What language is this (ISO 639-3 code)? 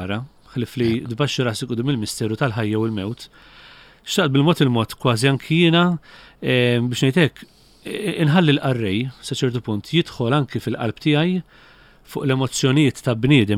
mlt